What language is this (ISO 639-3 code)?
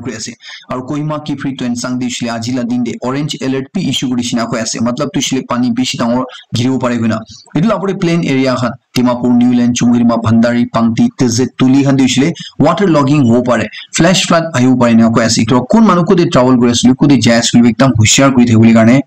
nag